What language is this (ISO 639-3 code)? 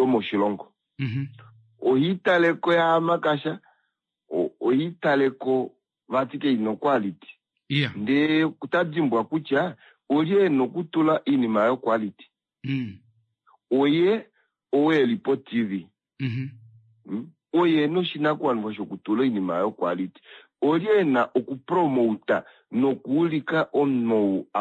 kua